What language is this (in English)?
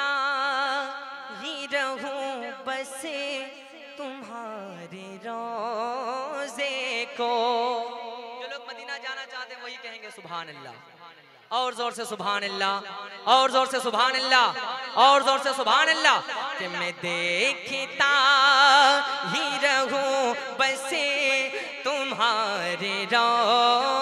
Hindi